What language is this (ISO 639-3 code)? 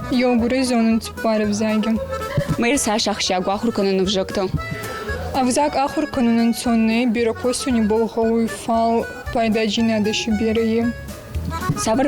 oss